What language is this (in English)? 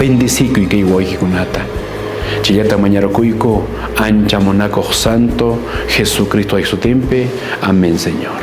Quechua